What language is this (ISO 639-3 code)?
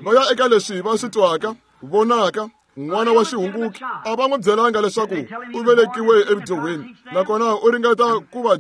tso